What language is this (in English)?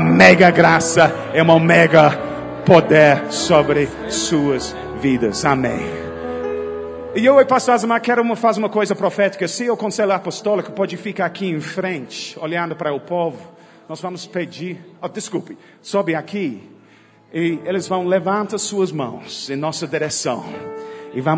Portuguese